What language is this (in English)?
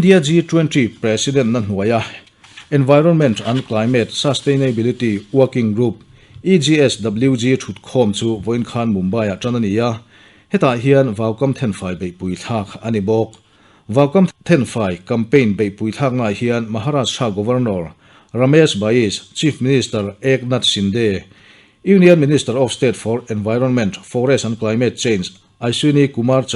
Mizo